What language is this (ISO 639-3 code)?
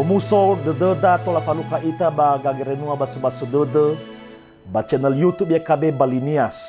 nia